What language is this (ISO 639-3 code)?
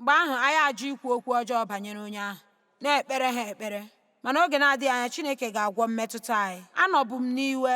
ibo